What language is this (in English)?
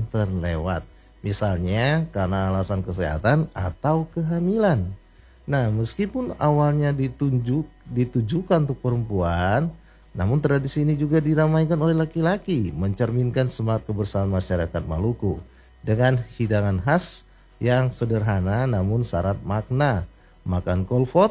Indonesian